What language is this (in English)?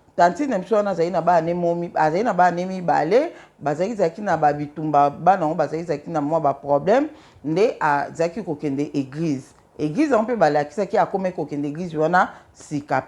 Lingala